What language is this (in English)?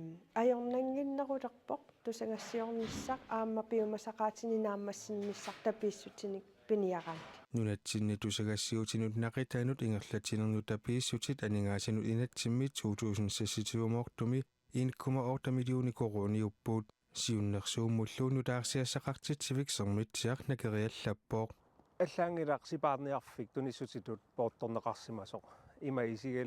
Kalaallisut